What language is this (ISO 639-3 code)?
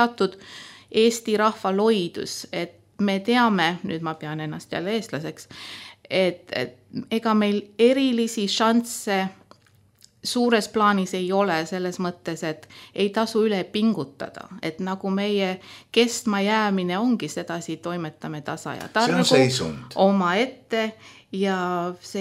est